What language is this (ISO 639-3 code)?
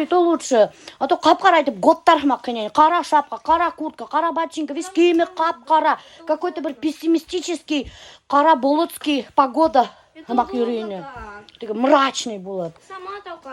bak